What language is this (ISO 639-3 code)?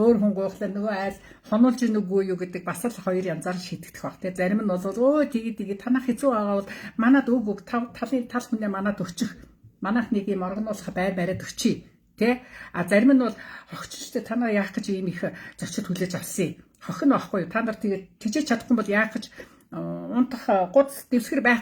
mon